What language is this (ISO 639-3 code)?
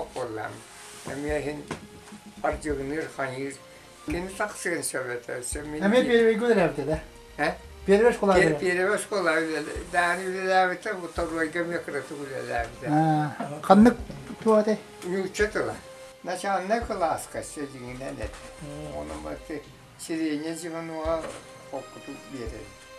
sah